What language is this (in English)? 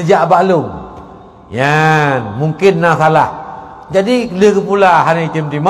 Achinese